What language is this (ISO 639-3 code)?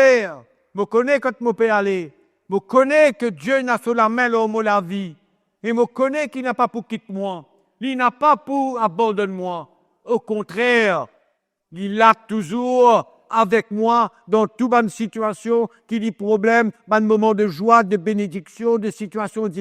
mfe